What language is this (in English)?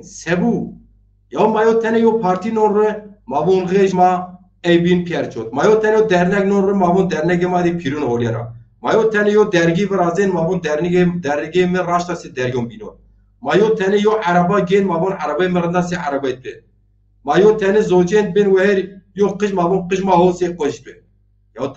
Zaza